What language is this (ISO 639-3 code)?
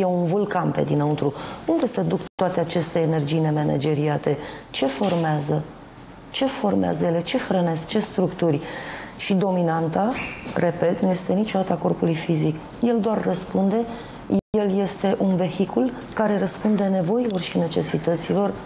ron